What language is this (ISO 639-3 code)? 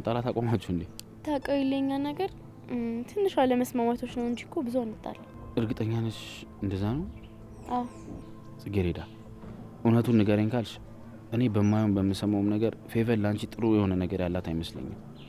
amh